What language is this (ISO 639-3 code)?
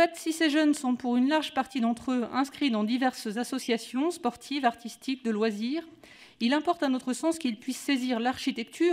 fra